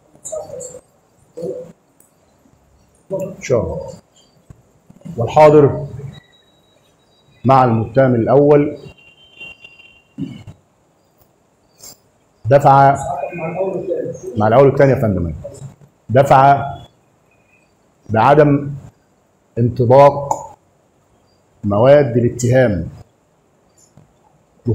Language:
Egyptian Arabic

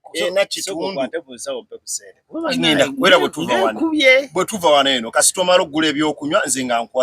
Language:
Ganda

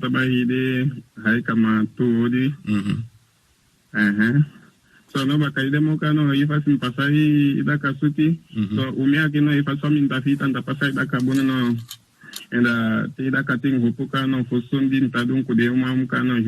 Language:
Saramaccan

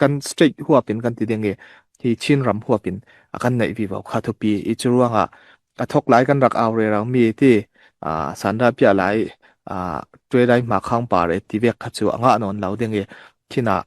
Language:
Falam Chin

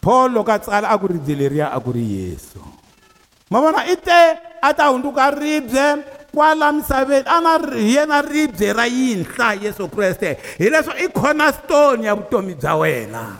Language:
Tsonga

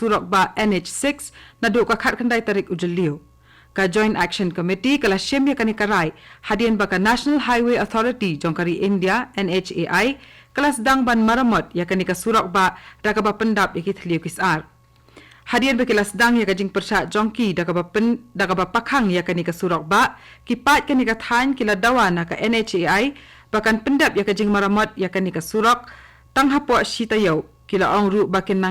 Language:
Khasi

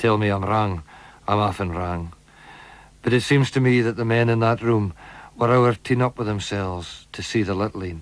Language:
Scots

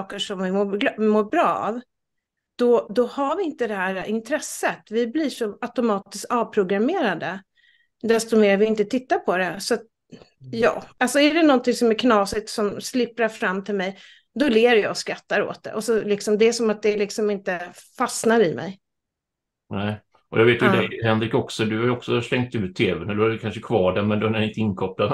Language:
Swedish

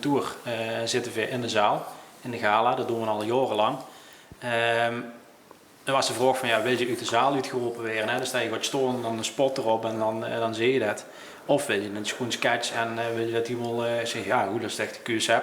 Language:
Limburgish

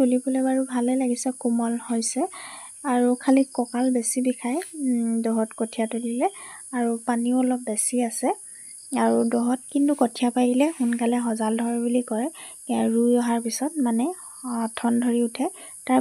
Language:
Assamese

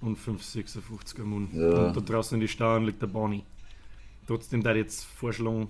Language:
Bavarian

